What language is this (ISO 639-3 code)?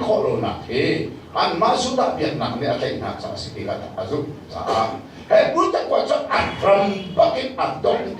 cnh